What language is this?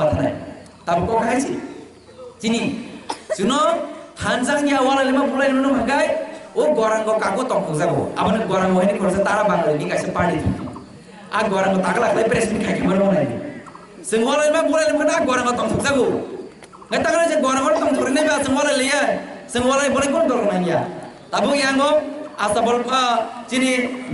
Kok Borok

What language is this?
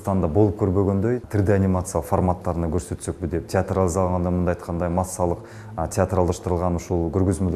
Kyrgyz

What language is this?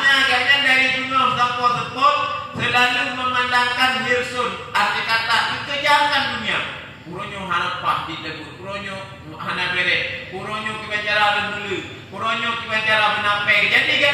Achinese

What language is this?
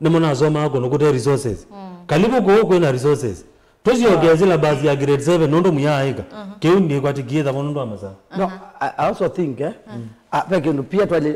Kamba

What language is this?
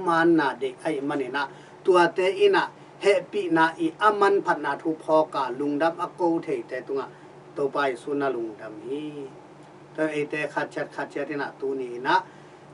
Tedim Chin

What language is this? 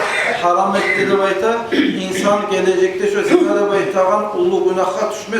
Kumyk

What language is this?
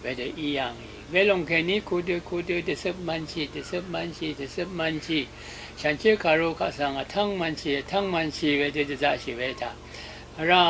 Rawang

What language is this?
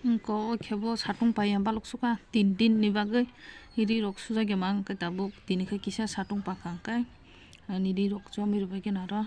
Kok Borok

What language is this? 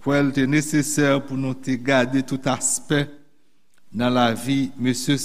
Haitian Creole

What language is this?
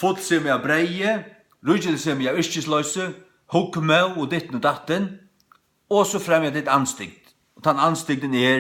Faroese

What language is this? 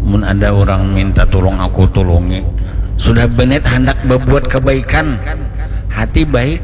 Banjar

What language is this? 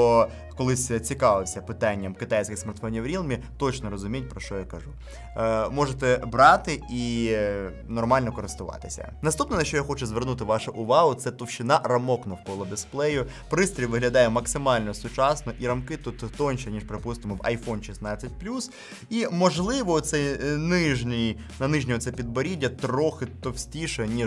Ukrainian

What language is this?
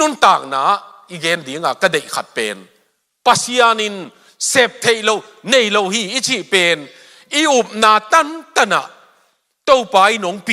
Tedim Chin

